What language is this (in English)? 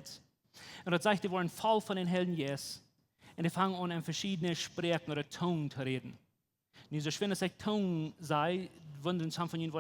Plautdietsch